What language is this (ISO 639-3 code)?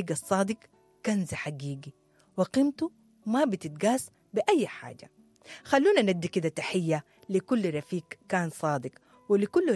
apd